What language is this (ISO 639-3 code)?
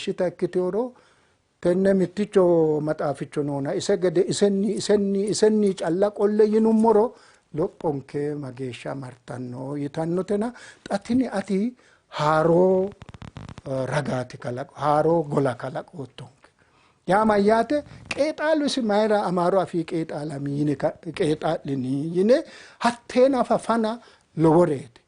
sid